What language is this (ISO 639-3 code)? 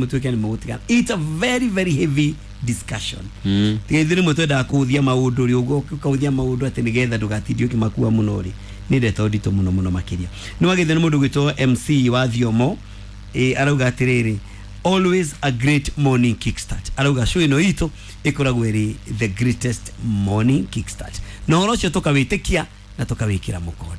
kik